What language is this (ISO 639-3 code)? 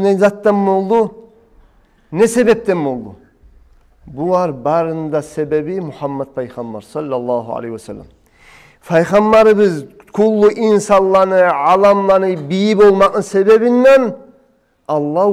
kum